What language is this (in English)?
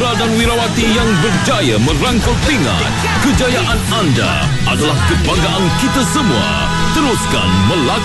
Malay